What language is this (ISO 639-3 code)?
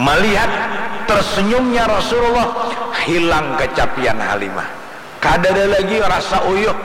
bjn